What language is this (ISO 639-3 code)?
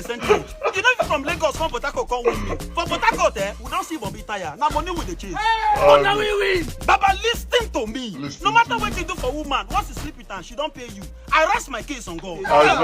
pcm